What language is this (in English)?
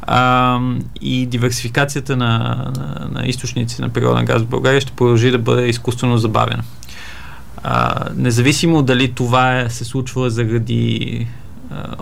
Bulgarian